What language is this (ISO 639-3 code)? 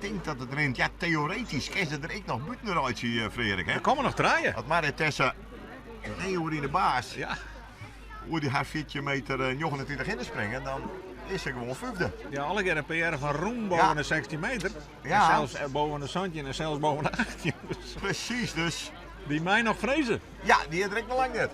fry